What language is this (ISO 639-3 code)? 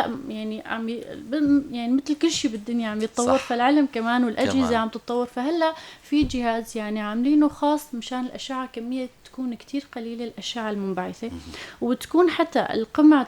apc